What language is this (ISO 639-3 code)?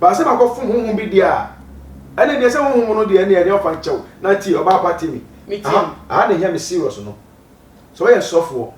aka